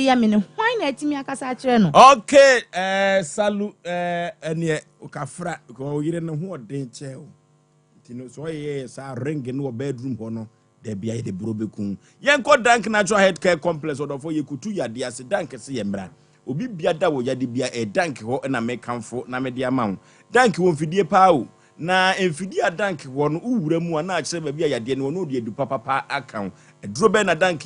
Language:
Akan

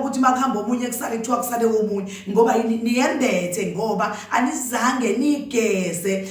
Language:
Zulu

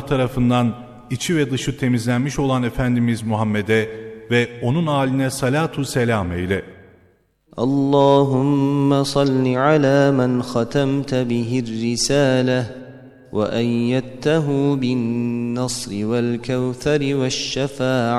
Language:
Turkish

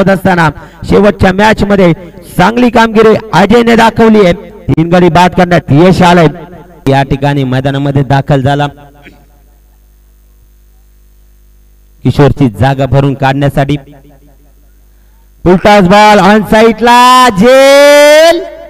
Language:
Marathi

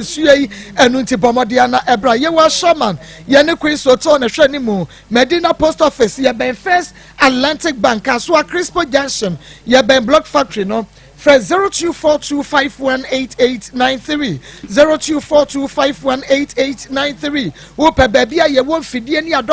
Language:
Akan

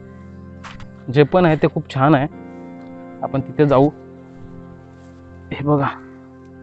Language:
Marathi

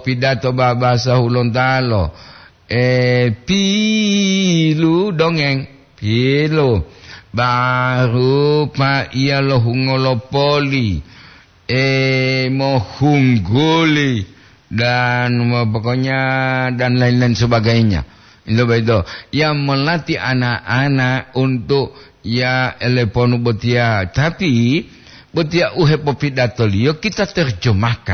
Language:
Gorontalo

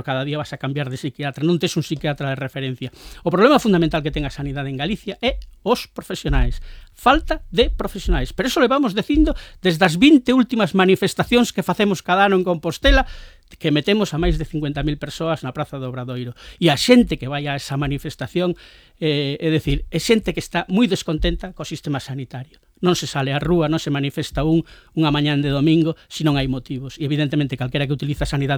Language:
Galician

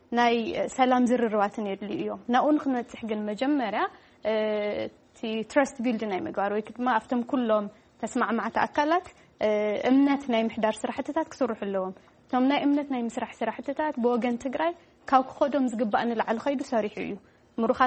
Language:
Tigrinya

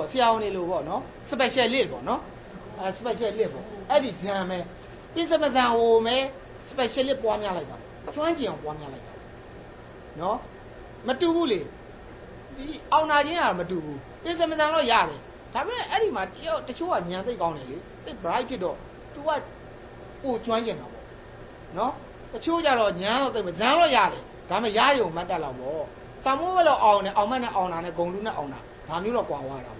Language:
Burmese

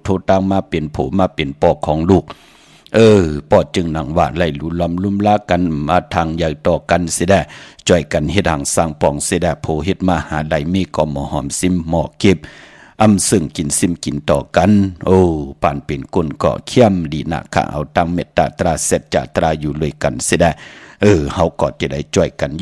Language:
Shan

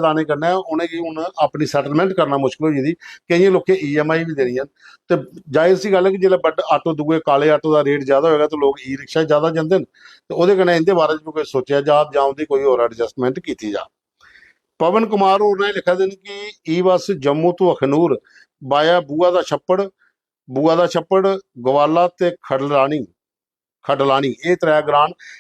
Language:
Dogri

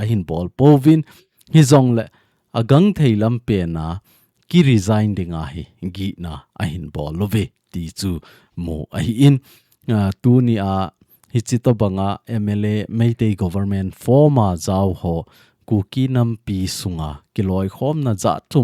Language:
Thado Chin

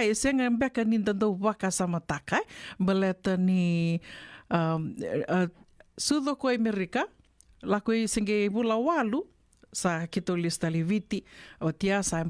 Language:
Fijian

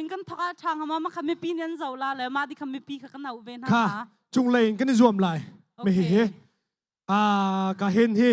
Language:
Hakha Chin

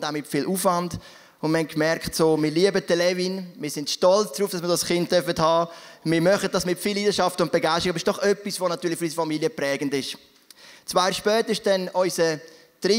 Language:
Swiss German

